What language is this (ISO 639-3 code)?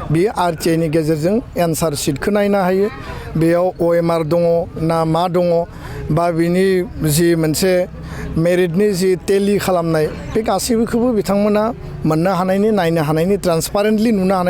brx